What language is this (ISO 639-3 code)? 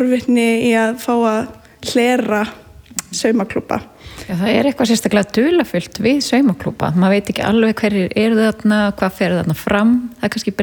isl